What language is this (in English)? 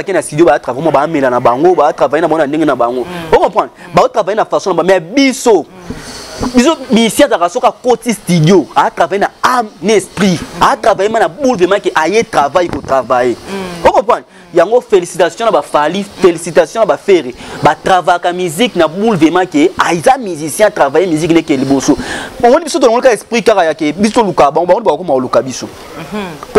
Lingala